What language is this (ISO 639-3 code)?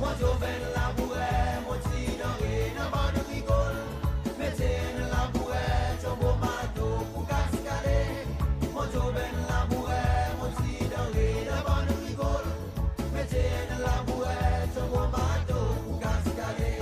crs